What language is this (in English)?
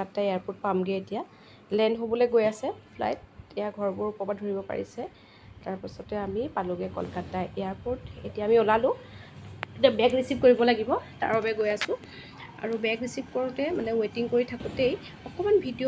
Assamese